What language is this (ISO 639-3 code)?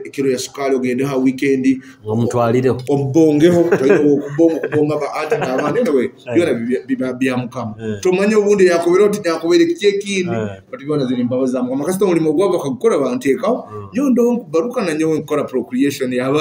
nyo